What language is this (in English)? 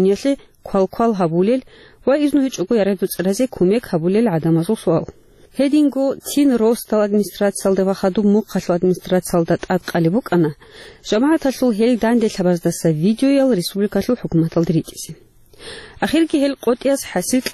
Avaric